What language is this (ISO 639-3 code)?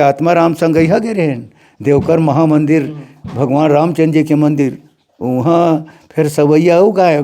hne